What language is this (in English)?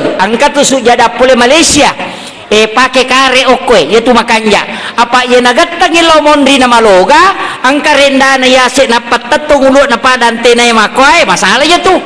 Buginese